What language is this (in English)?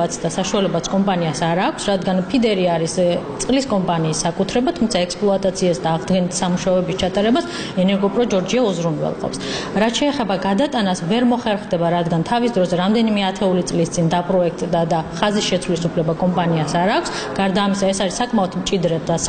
Georgian